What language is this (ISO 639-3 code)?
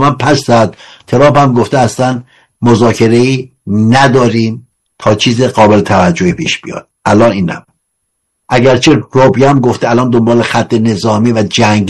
fas